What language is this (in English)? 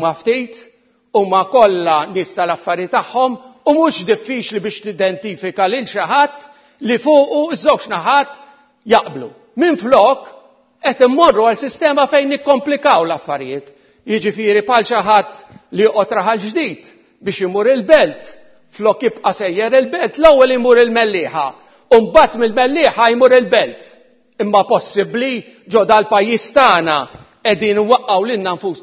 Maltese